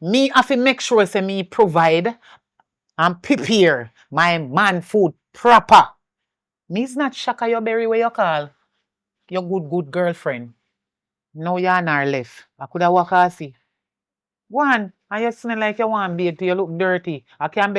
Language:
Jamaican Creole English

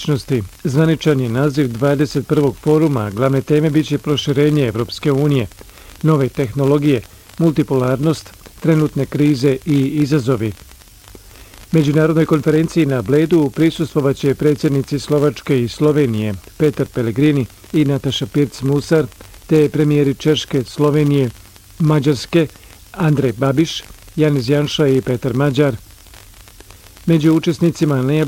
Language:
Bosnian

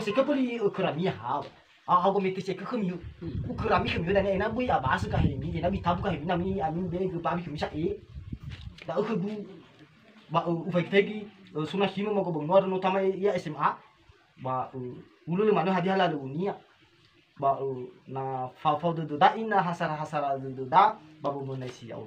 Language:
Nias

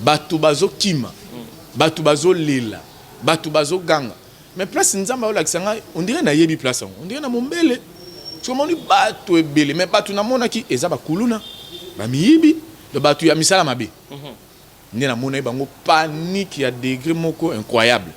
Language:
Lingala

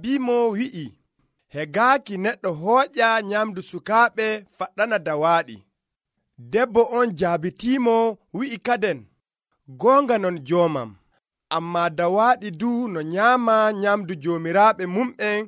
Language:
Nigerian Fulfulde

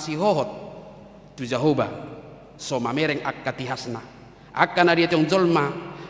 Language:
Batak Toba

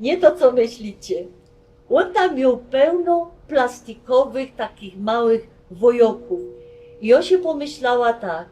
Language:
Silesian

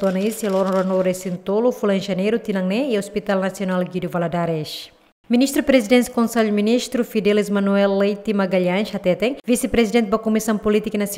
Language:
Tetum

